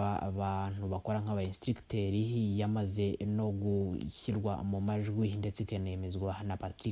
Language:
Kinyarwanda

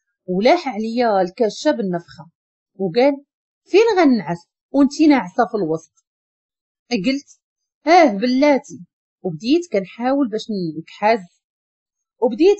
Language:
Moroccan Arabic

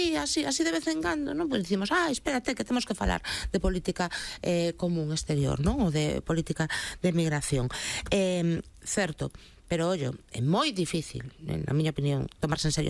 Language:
Galician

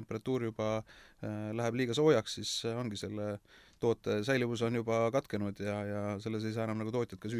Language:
Estonian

